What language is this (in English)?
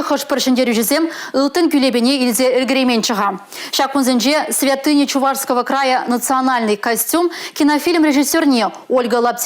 Chuvash